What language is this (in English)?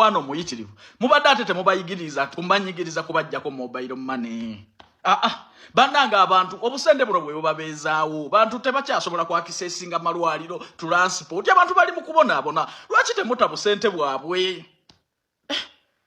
Ganda